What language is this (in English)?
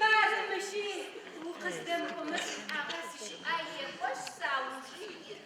Adyghe